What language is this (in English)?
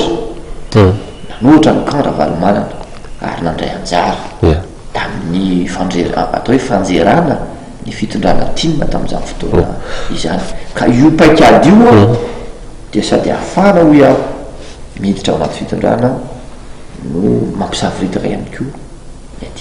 Malagasy